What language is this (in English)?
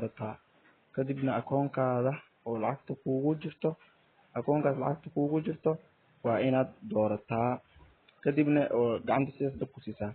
Somali